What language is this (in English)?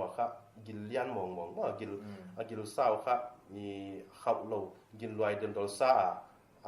Paite Chin